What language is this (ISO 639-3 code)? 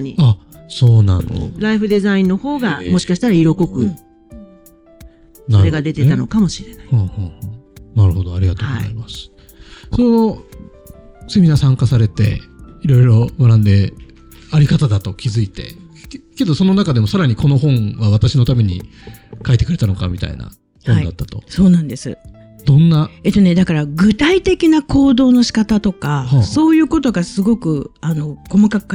jpn